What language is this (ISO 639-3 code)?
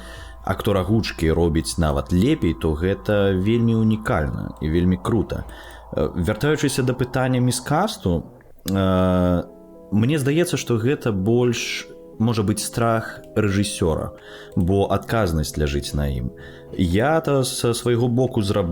bel